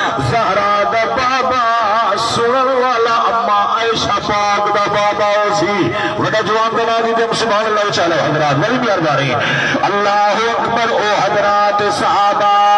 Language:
Saraiki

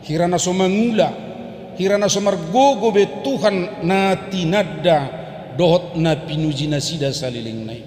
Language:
Batak Toba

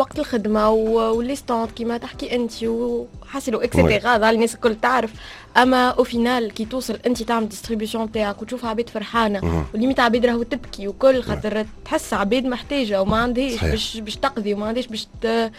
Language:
Tunisian Arabic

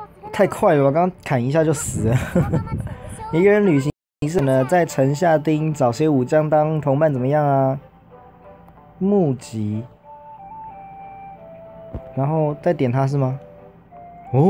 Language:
Chinese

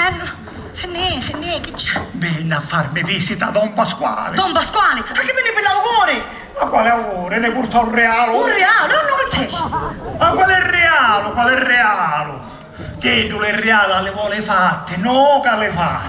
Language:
Sicilian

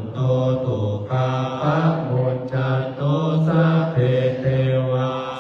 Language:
Pali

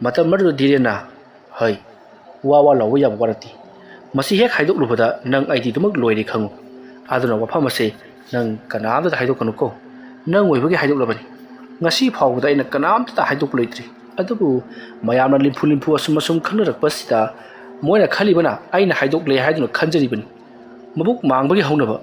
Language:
Manipuri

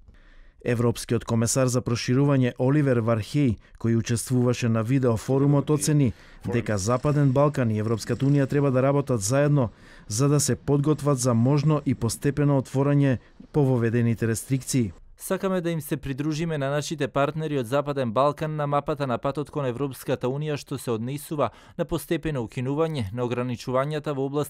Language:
Macedonian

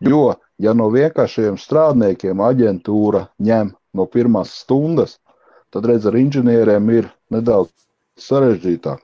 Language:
Latvian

